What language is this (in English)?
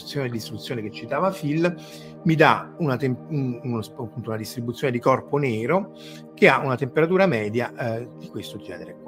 Italian